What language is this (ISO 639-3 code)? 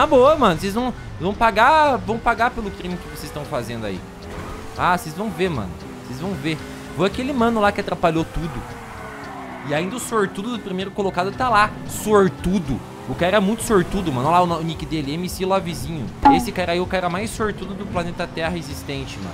por